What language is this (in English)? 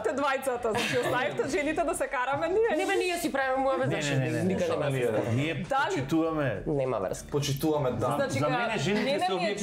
Macedonian